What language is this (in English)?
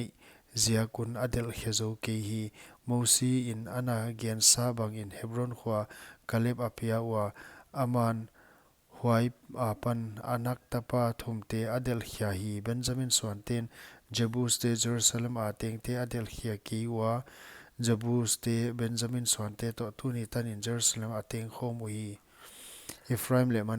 Paite Chin